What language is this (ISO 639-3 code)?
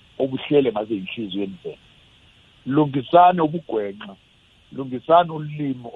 nbl